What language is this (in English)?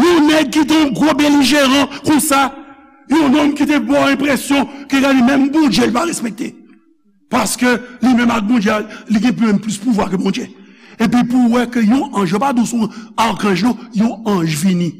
Haitian Creole